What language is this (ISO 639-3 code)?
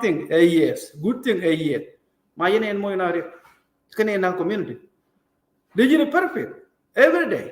nus